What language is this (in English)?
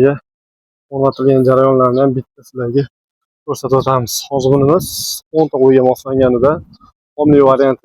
Uzbek